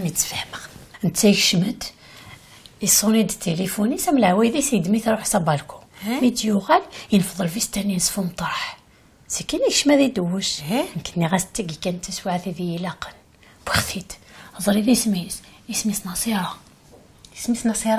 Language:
Kabyle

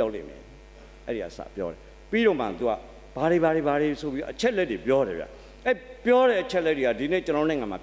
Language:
Burmese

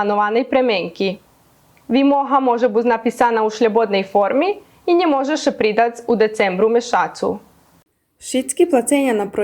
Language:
Rusyn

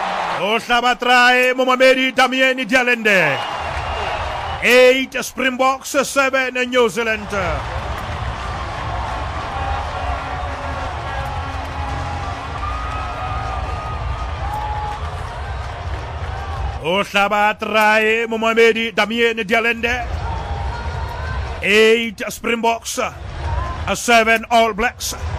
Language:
Southern Sotho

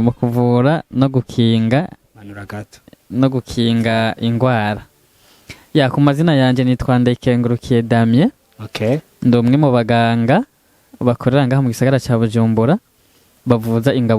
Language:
Rundi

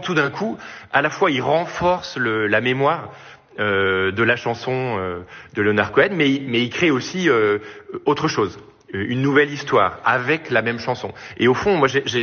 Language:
French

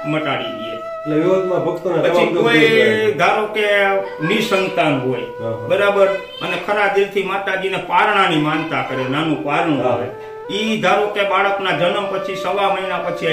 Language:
Gujarati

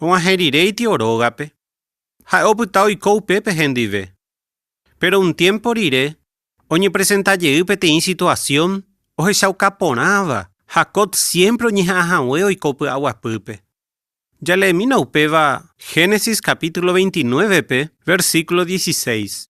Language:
Guarani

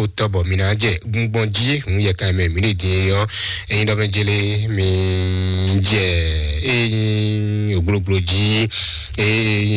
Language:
Fon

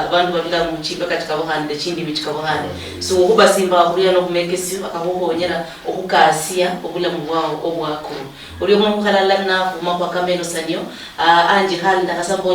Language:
Luyia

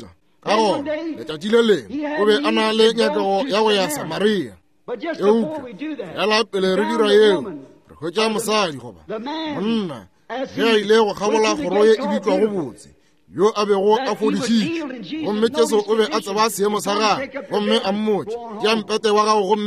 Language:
Northern Sotho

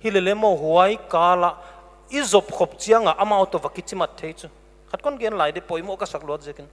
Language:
Paite Chin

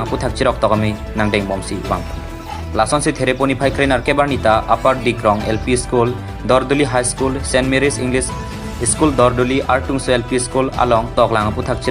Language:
Karbi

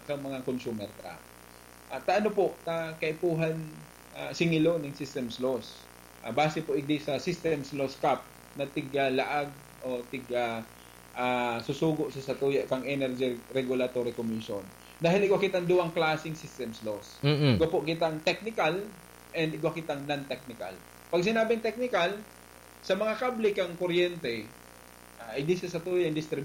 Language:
Bikol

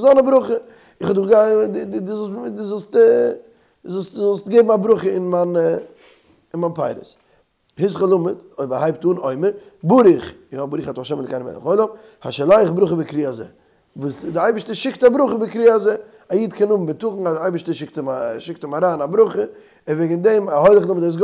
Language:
Yiddish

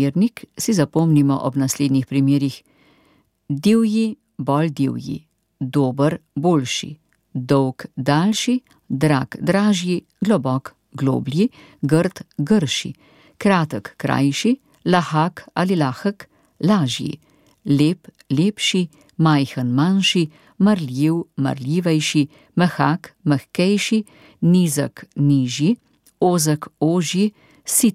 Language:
Slovenian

